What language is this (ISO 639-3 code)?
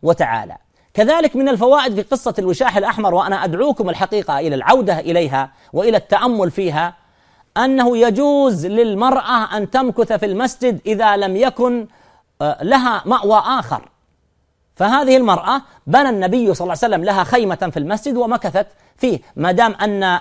ara